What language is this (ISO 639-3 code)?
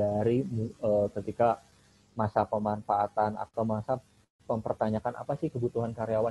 ind